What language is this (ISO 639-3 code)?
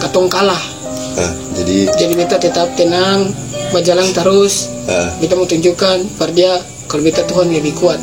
abs